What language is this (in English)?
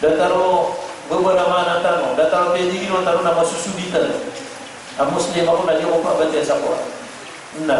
Maranao